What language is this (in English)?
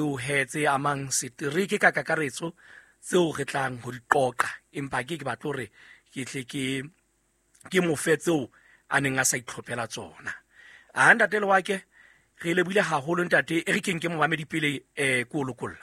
Southern Sotho